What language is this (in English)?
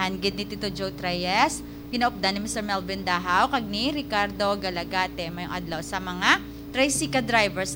Hiligaynon